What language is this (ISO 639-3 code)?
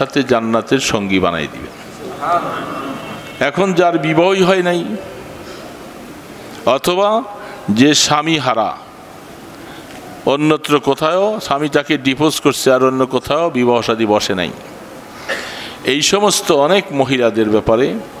ben